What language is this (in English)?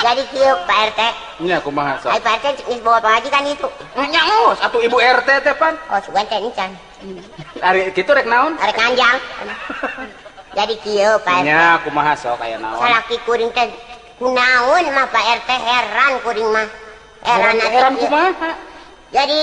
Sundanese